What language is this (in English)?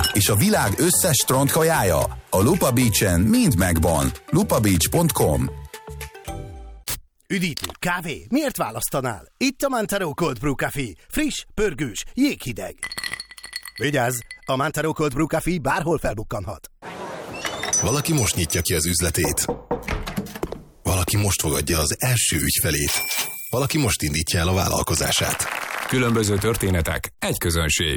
Hungarian